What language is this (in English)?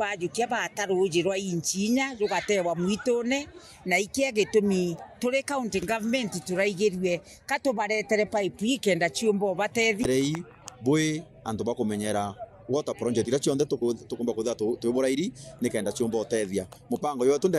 Meru